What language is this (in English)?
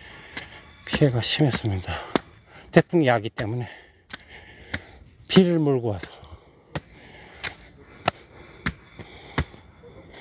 Korean